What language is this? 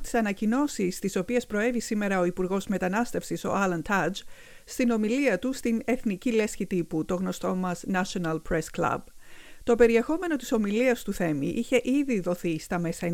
Greek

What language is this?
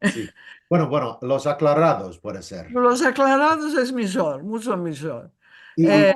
Ladino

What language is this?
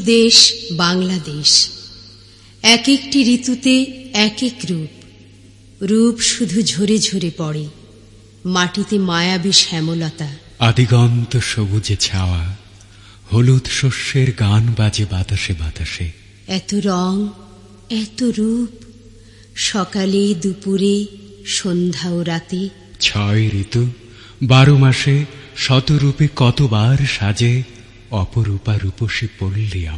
Bangla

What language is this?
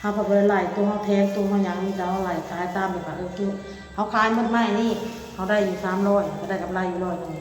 Northeastern Thai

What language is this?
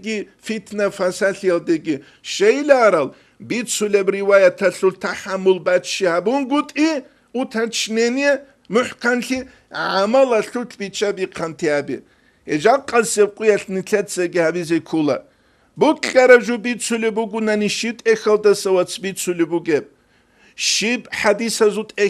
Avaric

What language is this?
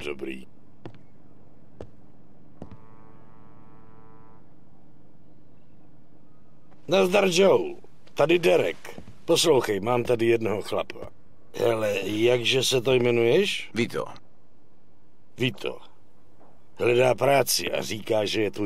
Czech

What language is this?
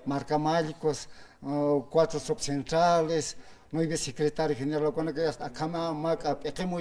Aymara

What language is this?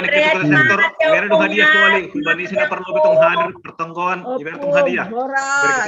Batak Simalungun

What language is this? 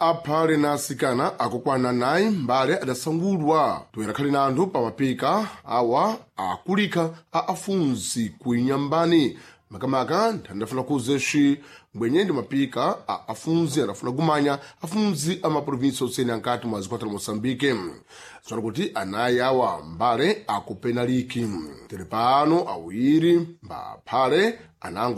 Sena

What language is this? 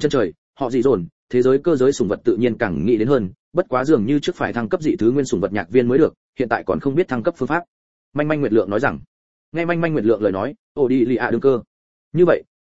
Vietnamese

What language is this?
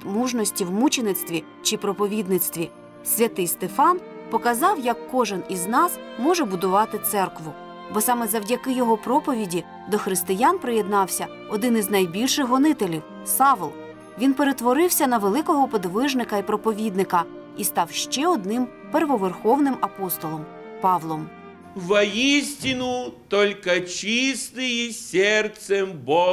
Ukrainian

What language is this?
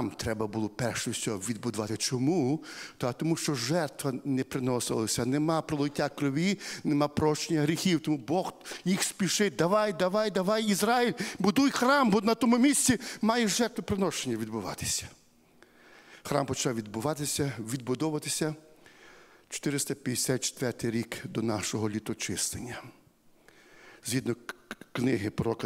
Ukrainian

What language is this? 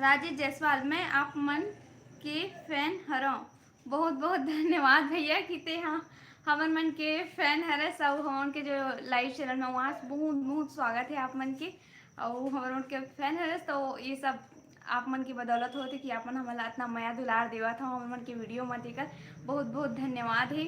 Chhattisgarhi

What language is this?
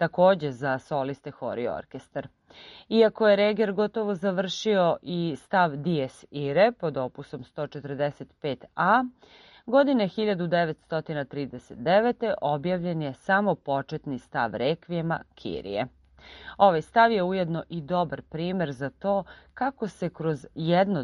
Serbian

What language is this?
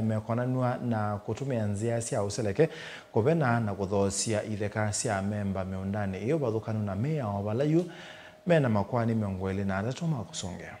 Kamba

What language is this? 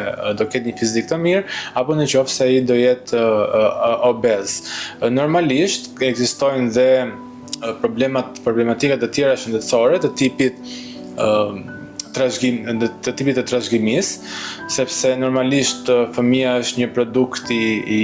Albanian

